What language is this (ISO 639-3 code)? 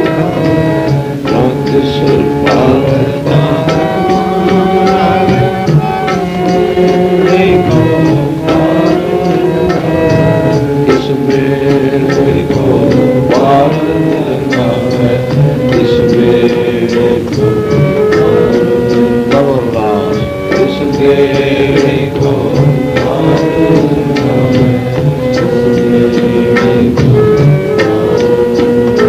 pan